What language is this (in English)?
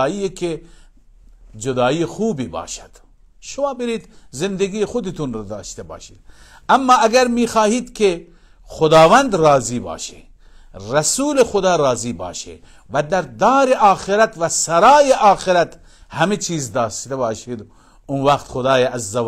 Persian